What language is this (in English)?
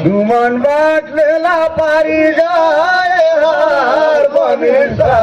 Surgujia